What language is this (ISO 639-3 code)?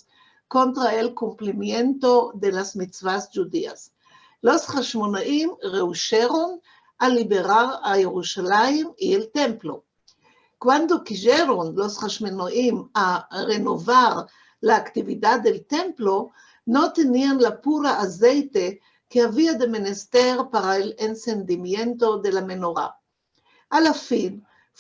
lad